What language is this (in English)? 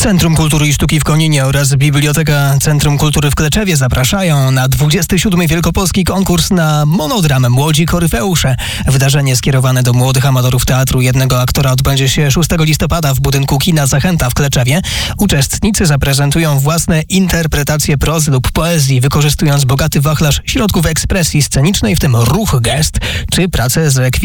Polish